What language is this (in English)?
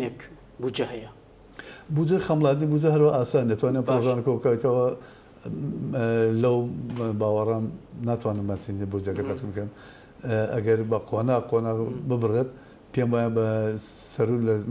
Central Kurdish